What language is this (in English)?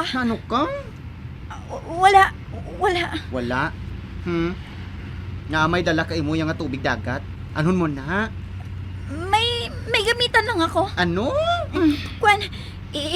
Hiligaynon